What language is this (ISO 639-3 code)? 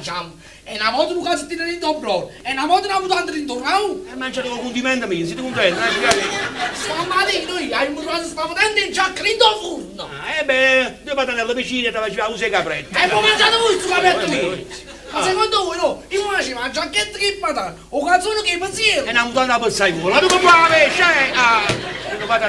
nap